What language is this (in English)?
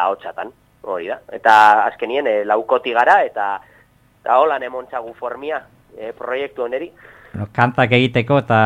Basque